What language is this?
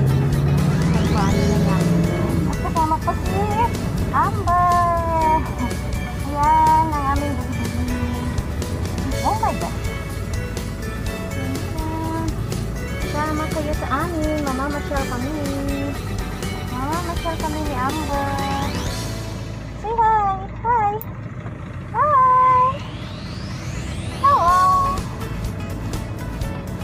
Filipino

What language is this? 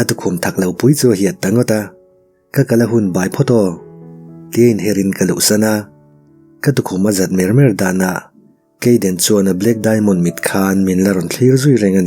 Mizo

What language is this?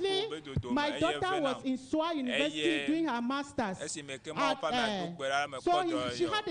Ewe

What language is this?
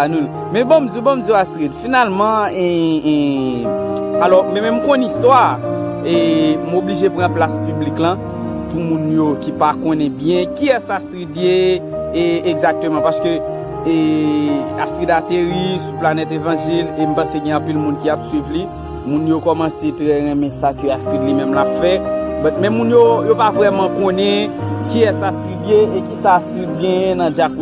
Haitian Creole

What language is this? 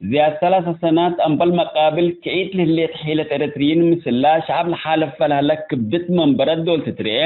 Tigre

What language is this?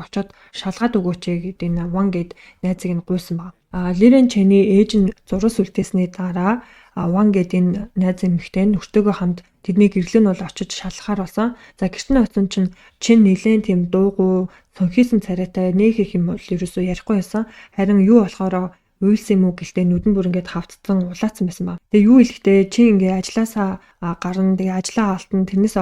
Mongolian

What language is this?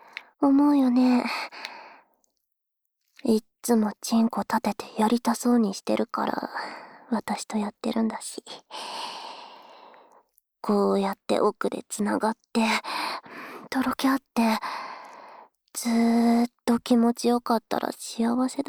Japanese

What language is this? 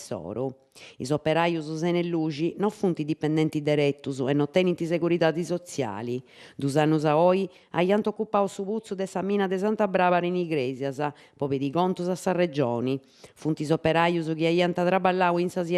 Sardinian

